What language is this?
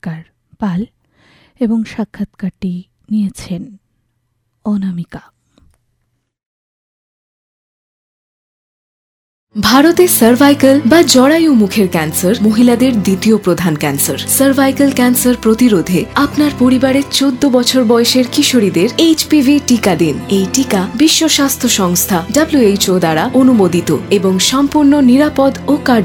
Bangla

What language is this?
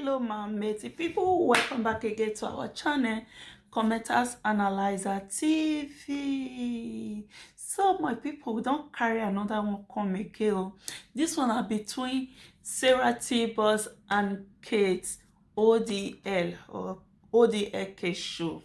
Nigerian Pidgin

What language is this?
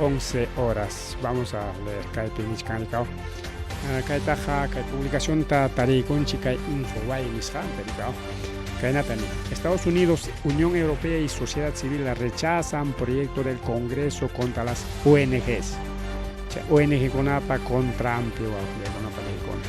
Ayacucho Quechua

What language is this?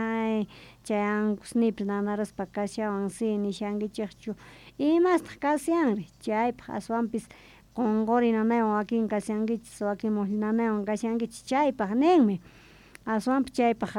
South Bolivian Quechua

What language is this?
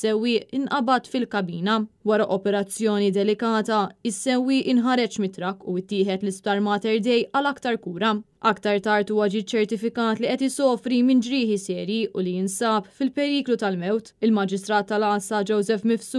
Maltese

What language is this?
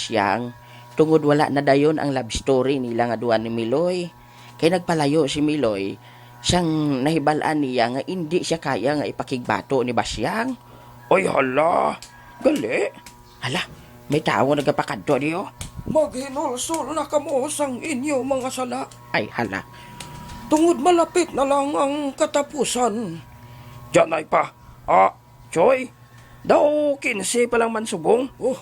Hiligaynon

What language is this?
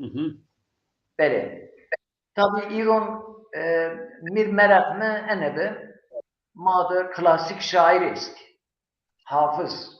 Zaza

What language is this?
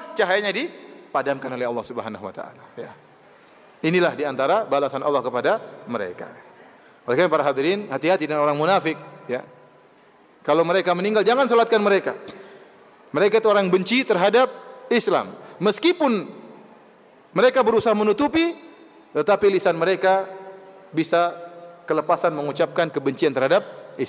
Indonesian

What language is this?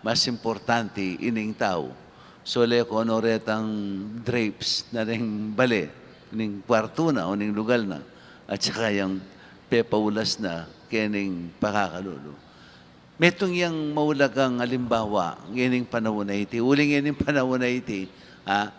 Pampanga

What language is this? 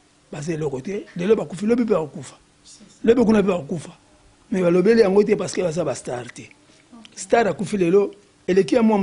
Lingala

